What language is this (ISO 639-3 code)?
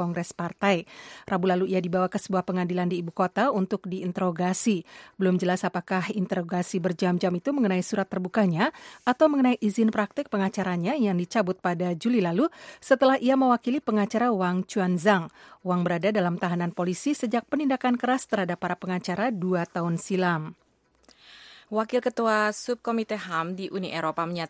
ind